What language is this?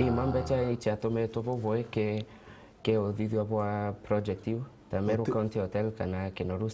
Meru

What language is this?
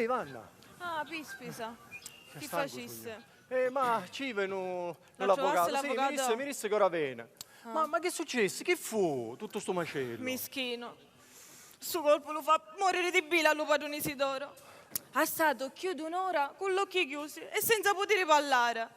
Sicilian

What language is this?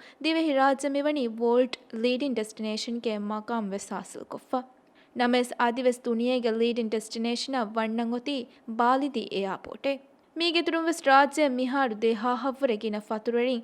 Divehi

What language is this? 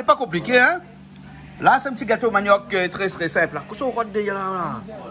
Réunion Creole French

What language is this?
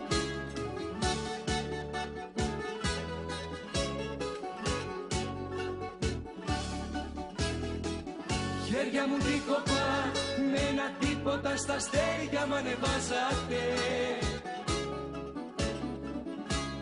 Greek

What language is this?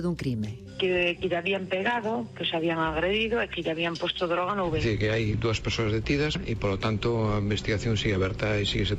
Galician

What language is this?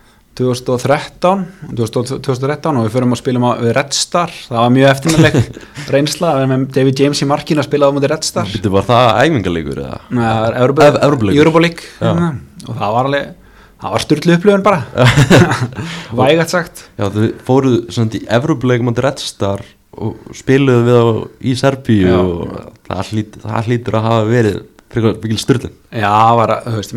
Icelandic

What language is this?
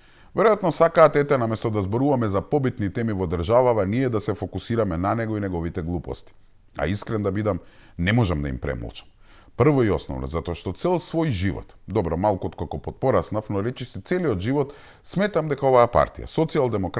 Macedonian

